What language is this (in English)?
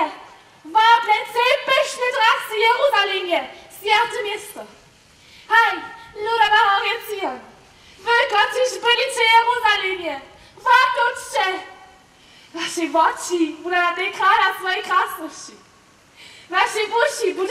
Upper Sorbian